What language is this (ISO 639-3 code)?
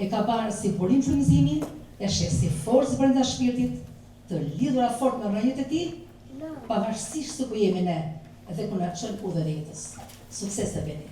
sqi